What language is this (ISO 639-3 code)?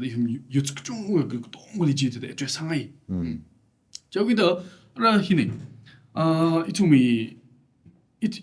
nmf